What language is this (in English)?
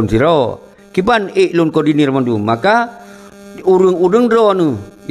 Achinese